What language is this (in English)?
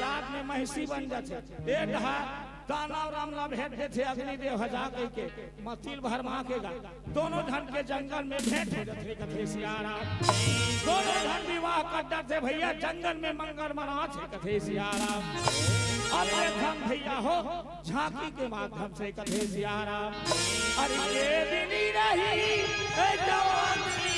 Chhattisgarhi